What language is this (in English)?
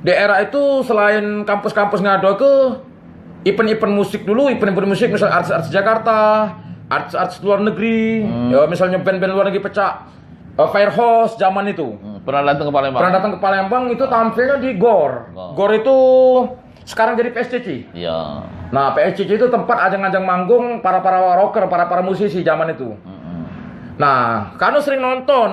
Musi